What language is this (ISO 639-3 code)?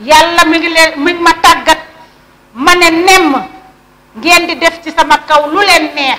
wol